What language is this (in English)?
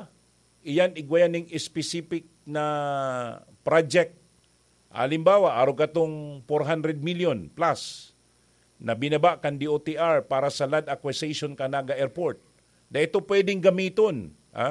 Bikol